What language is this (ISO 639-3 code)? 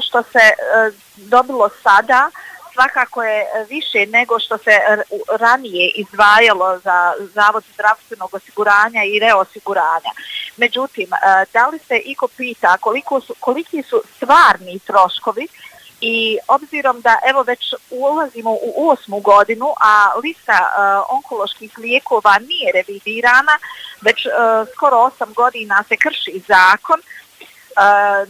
bos